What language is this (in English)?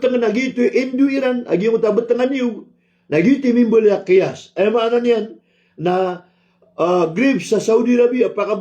Maranao